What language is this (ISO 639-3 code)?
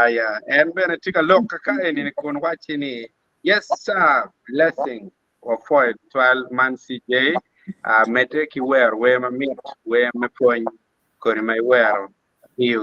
ach